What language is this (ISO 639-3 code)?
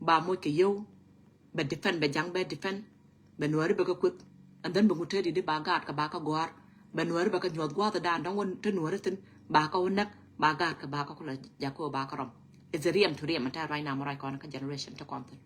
nus